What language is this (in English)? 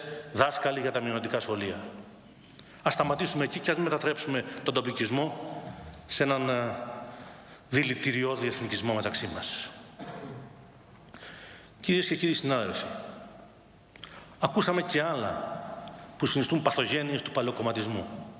Greek